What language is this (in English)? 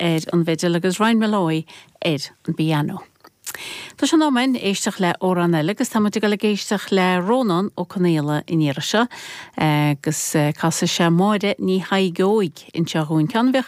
Irish